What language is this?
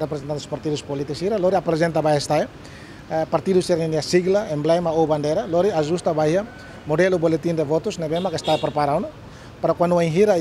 Tetum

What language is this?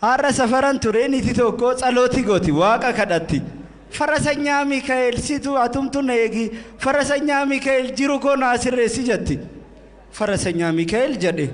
Oromo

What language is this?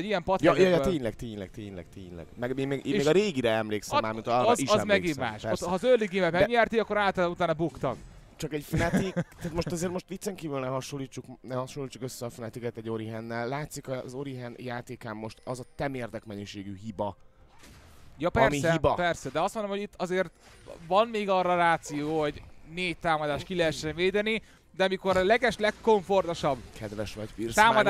Hungarian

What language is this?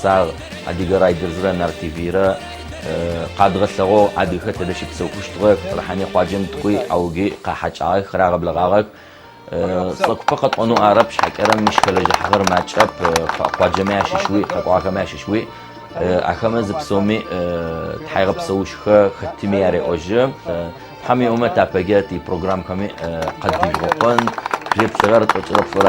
Adyghe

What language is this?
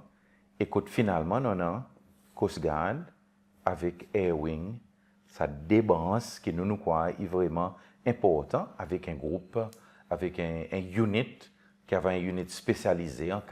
Seselwa Creole French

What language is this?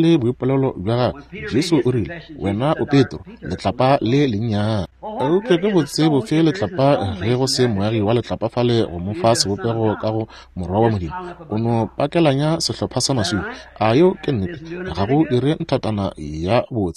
Northern Sotho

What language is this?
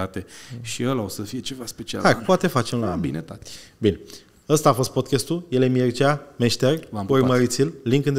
Romanian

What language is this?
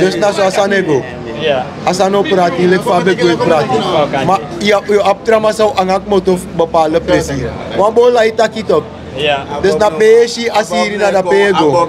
Sranan Tongo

